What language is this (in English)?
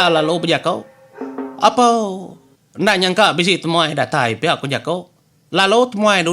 Iban